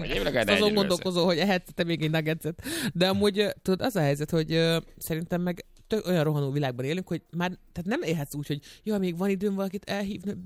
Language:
Hungarian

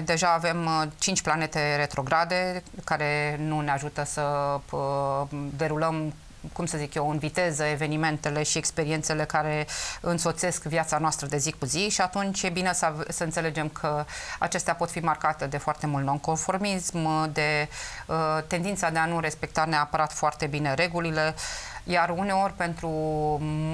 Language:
Romanian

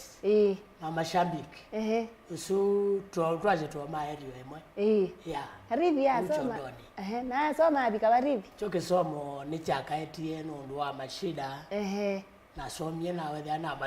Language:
Kamba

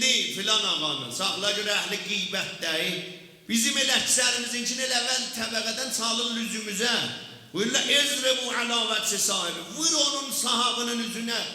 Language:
South Azerbaijani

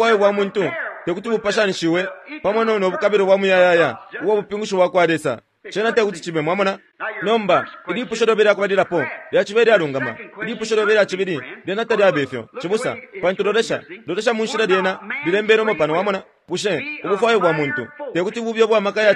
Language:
Bemba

